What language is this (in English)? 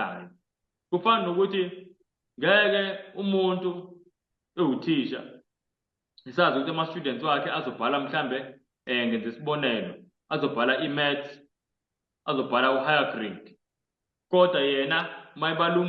Zulu